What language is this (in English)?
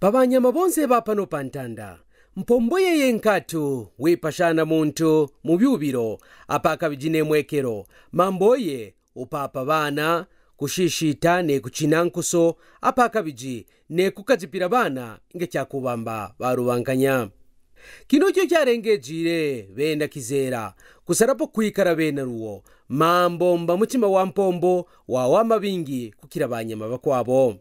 Kaonde